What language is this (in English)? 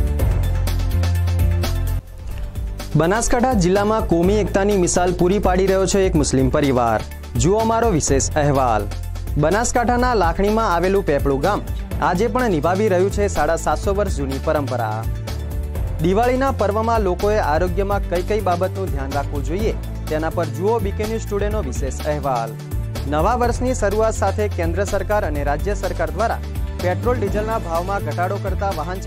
Gujarati